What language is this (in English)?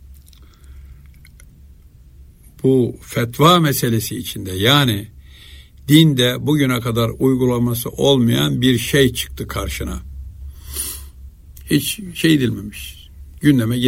Turkish